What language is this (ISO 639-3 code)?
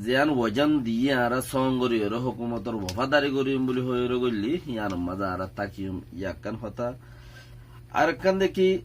rhg